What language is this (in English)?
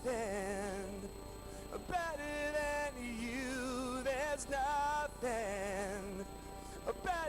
Ewe